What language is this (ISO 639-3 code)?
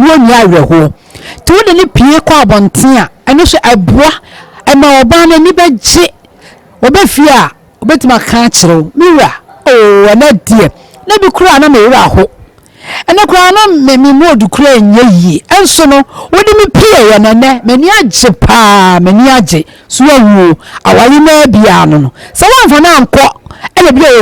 aka